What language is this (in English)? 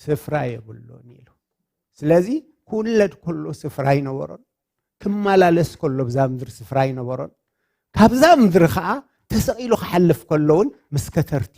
Tigrinya